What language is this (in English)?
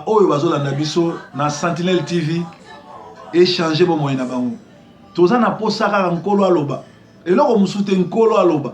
Lingala